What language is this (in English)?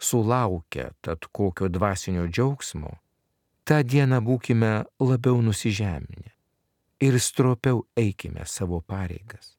Lithuanian